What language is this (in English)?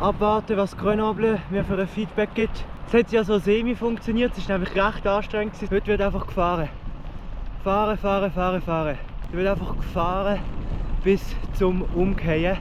Swiss German